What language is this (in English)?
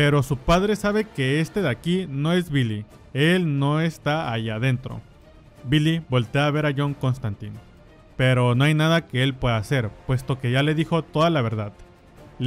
Spanish